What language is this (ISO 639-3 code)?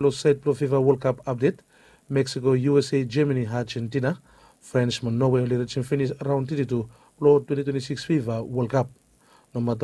bis